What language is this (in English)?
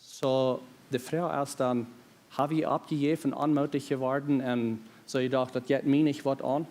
Plautdietsch